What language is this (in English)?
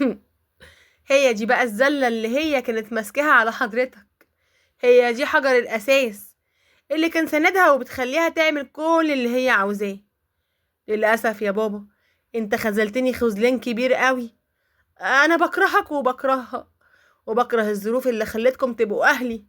Egyptian Arabic